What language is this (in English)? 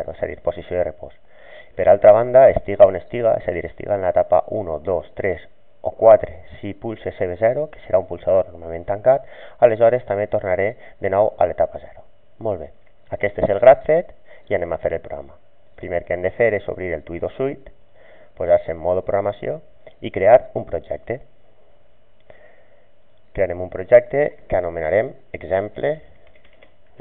Catalan